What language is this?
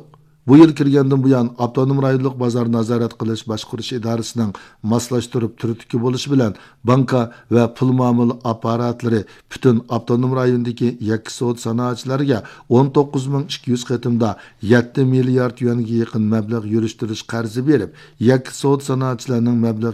Uyghur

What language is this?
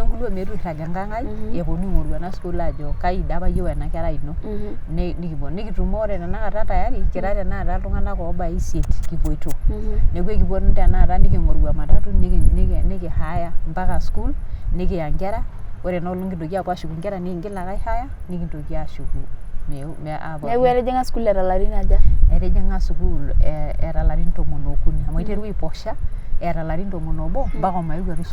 Masai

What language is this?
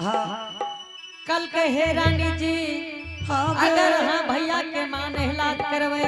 Angika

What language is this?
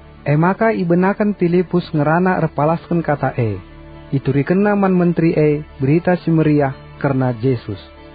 Batak Karo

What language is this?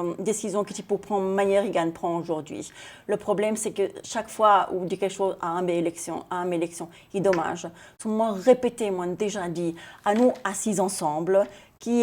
Seselwa Creole French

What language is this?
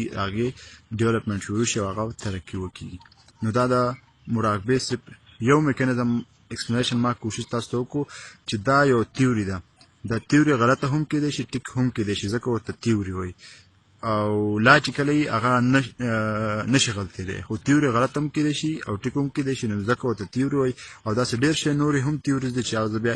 Pashto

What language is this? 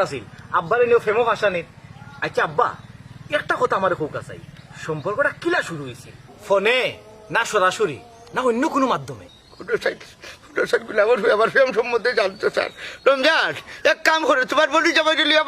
Sylheti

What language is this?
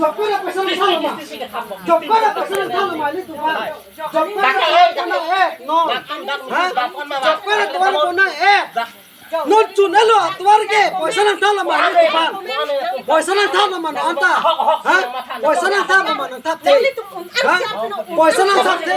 Karbi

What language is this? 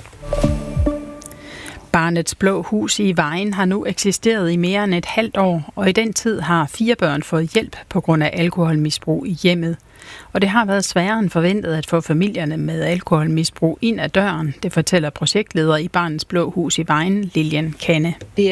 Danish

